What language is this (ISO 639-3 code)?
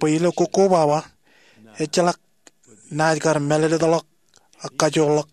mah